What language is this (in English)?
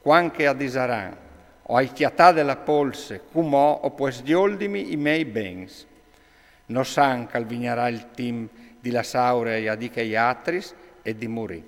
Friulian